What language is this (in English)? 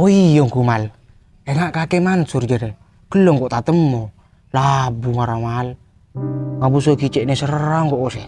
Madurese